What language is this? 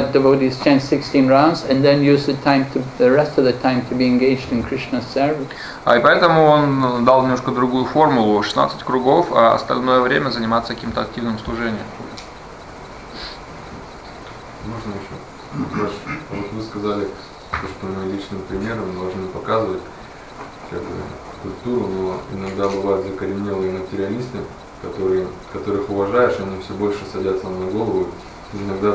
Russian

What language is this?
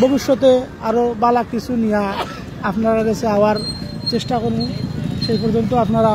Sylheti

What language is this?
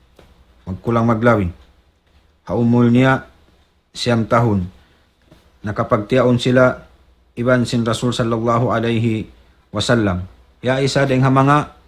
Tausug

